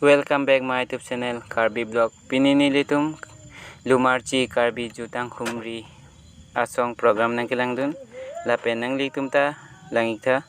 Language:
Karbi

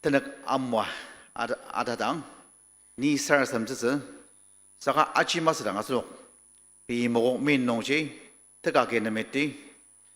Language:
Ao Naga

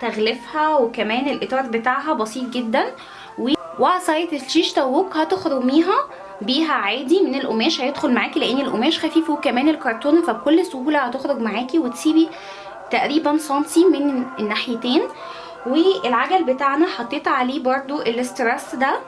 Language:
Egyptian Arabic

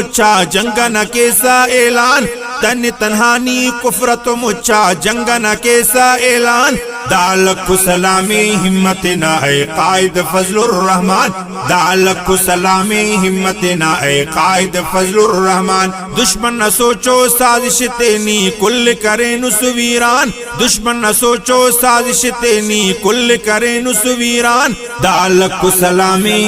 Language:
Brahui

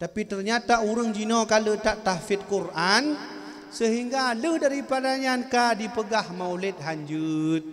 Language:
Achinese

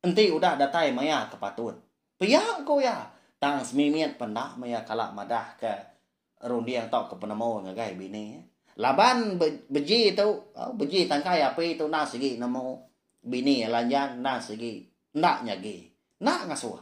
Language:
Iban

